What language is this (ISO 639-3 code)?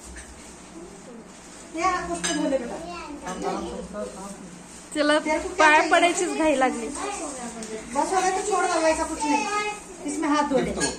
mar